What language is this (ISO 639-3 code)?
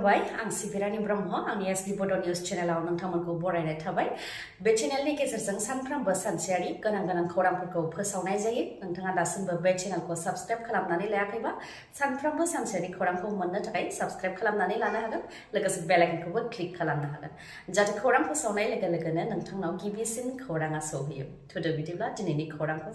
brx